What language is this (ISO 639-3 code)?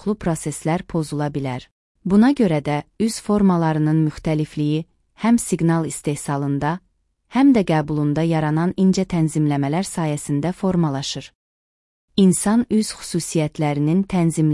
aze